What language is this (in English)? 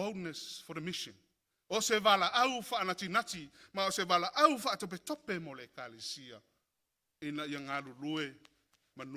Samoan